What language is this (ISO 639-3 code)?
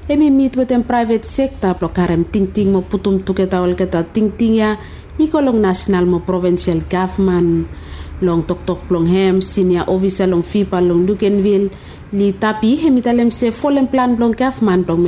bis